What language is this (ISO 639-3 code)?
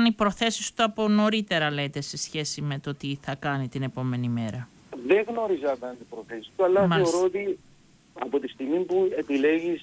ell